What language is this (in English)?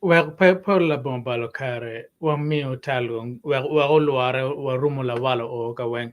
Acoli